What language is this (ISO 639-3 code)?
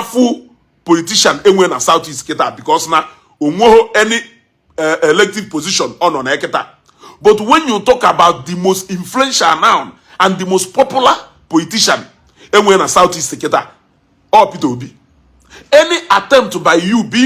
ibo